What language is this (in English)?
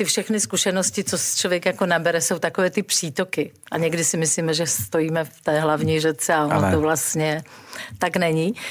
Czech